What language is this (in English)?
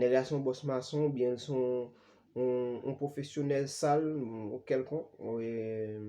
Haitian Creole